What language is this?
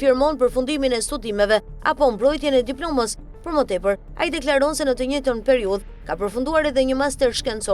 Albanian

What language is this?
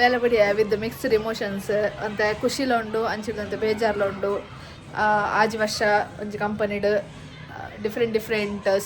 Tulu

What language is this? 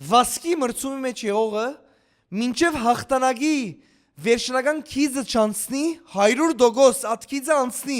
Western Armenian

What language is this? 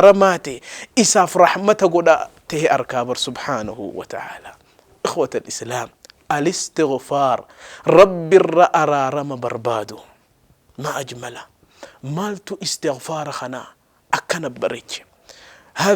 Oromo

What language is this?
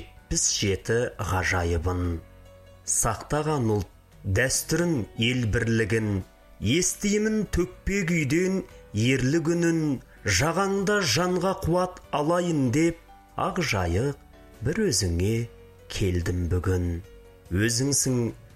Kazakh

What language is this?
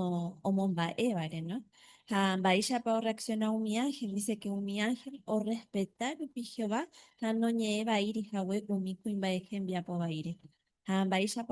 Guarani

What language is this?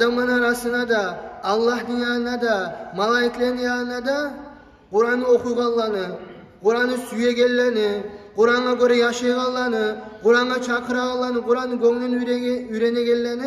Kumyk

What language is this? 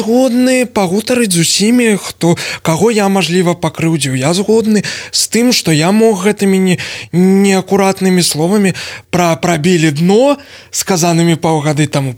Belarusian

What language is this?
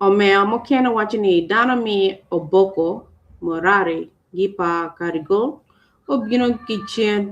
Acoli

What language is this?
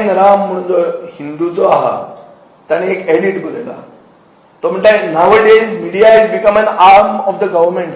Konkani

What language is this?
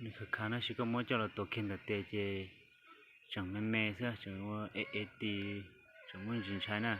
Hmong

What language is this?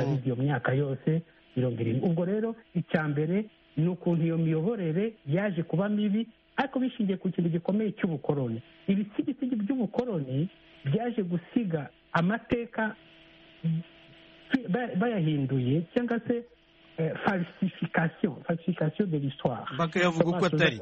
Kinyarwanda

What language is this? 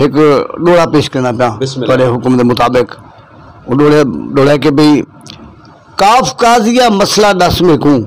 Saraiki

